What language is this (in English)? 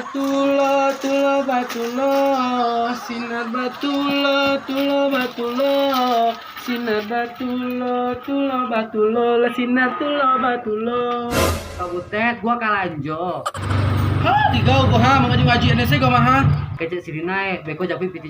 Minangkabau